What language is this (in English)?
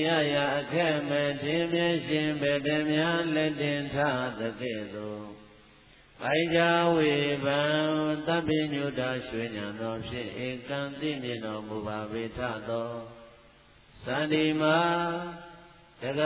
Burmese